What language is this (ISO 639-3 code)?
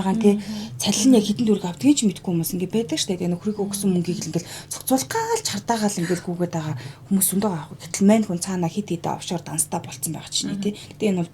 mon